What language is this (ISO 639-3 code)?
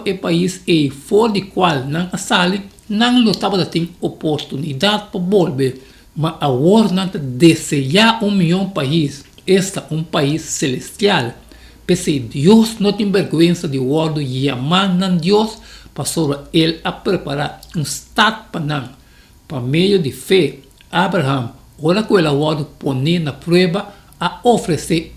pap